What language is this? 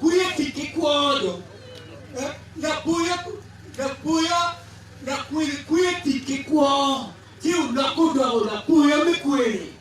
Acoli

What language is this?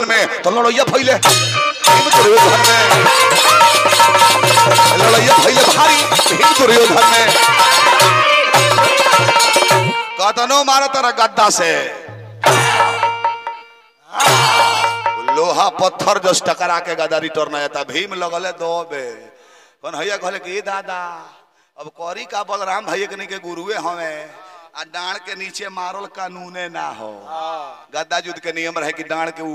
Bhojpuri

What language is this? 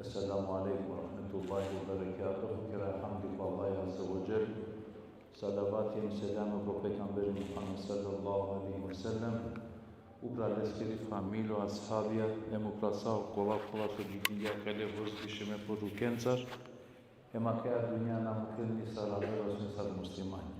Balkan Romani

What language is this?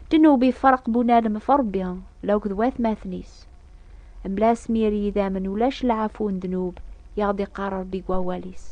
Kabyle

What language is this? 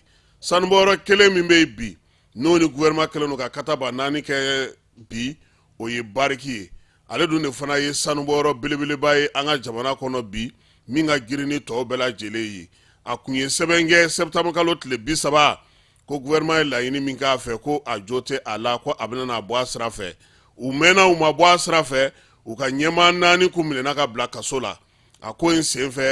Bambara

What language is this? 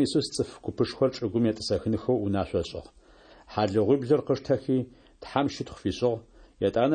Adyghe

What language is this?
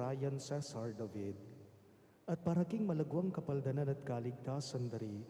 Pampanga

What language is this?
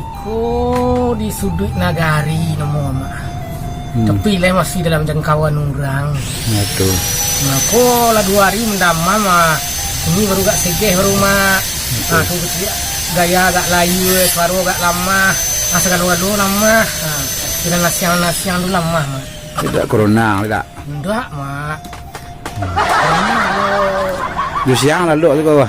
Minangkabau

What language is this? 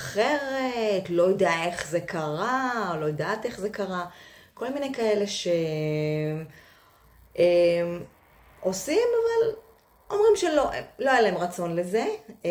Hebrew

